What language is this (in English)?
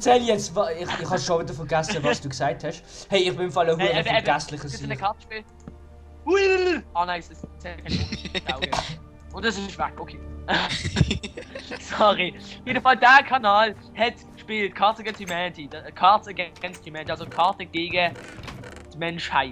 Swiss German